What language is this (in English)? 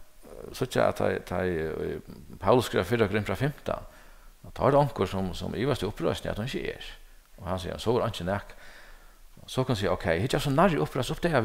Faroese